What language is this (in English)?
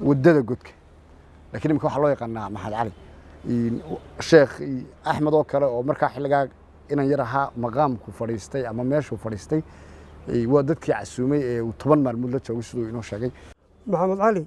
Somali